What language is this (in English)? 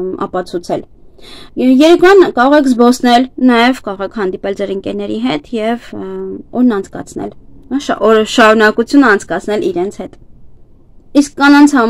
Armenian